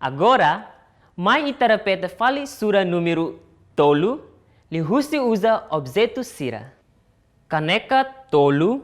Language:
Tetum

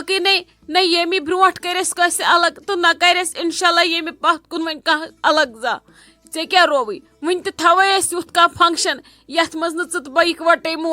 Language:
Kashmiri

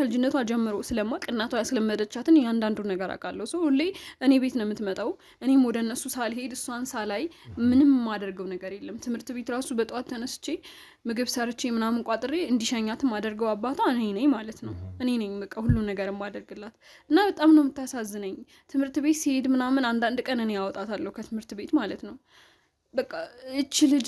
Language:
Amharic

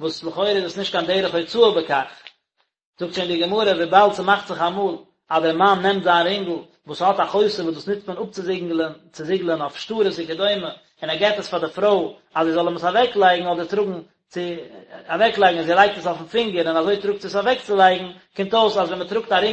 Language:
Yiddish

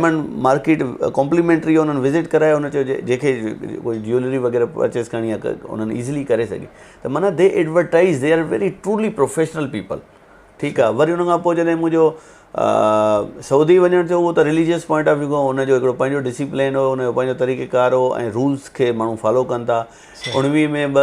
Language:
Sindhi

